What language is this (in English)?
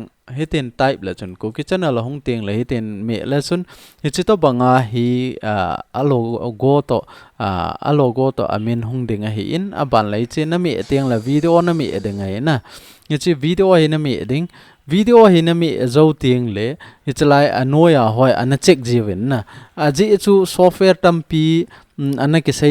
Thado Chin